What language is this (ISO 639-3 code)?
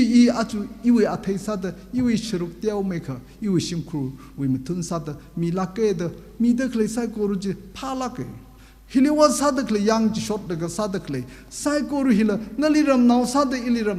nmf